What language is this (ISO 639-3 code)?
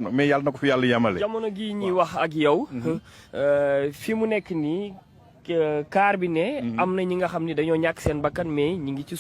wol